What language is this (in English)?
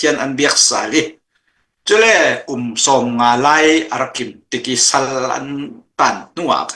Hakha Chin